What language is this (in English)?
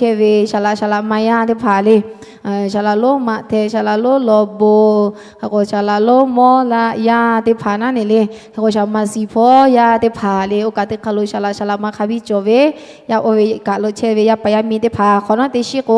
Lahu